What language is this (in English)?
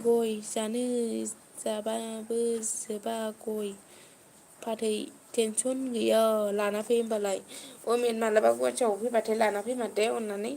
Bodo